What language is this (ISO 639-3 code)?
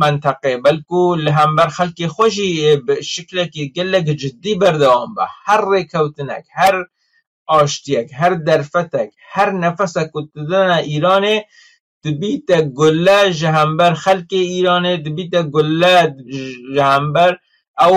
kur